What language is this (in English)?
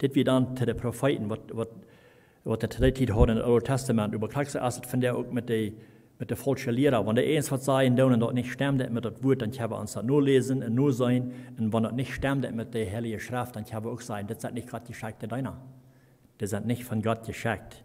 Plautdietsch